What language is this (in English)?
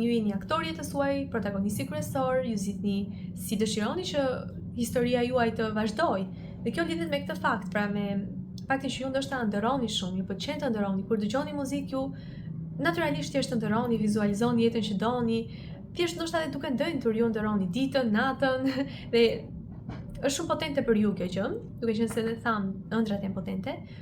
Albanian